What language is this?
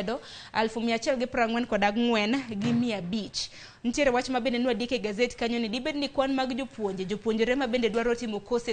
Luo (Kenya and Tanzania)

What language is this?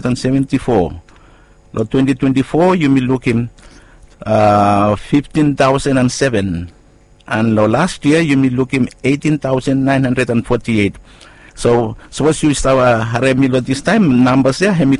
Bislama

